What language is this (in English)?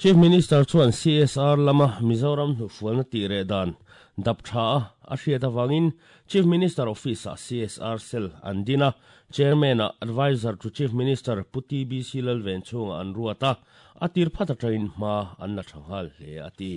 Mizo